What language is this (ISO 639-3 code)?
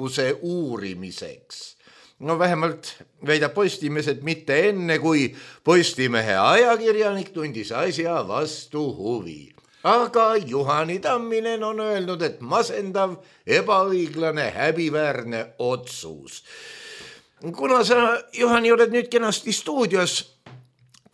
est